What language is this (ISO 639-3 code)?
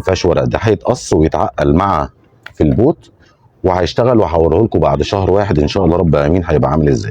arz